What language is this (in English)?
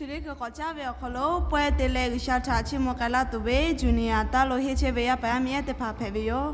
Lahu